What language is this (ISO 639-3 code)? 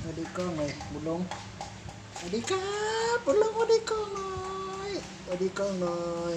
tts